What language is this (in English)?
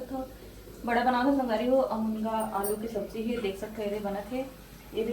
Chhattisgarhi